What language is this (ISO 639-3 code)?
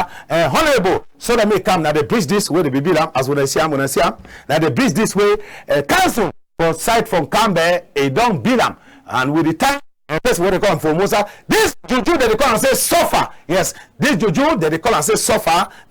wes